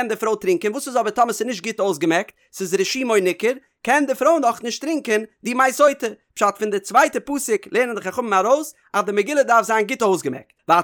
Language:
Yiddish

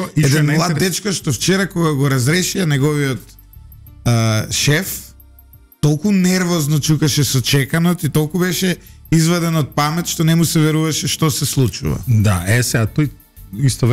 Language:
Macedonian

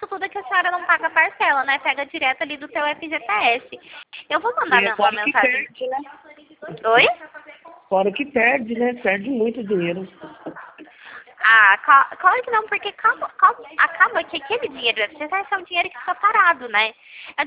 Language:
Portuguese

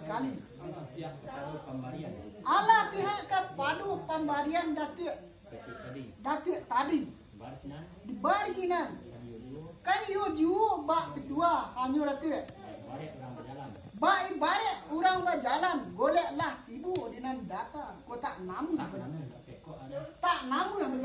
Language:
Minangkabau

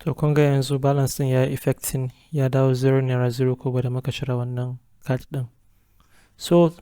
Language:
Hausa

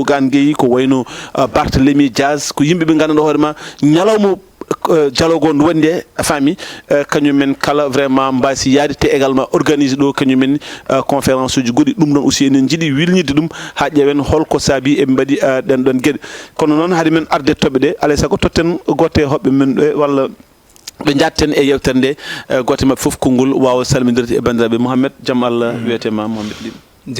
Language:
Fula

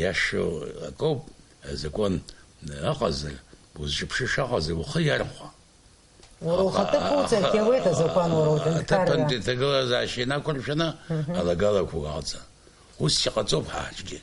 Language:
Abkhazian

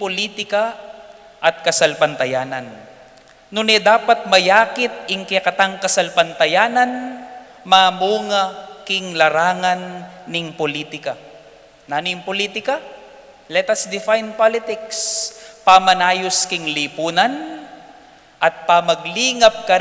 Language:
Pampanga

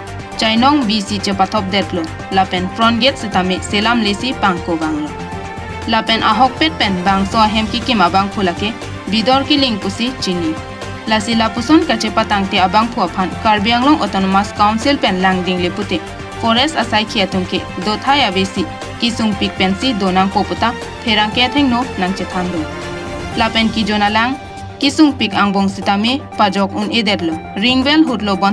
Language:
Karbi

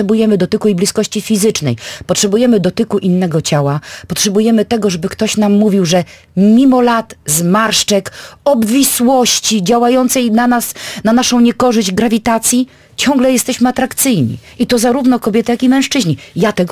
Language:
Polish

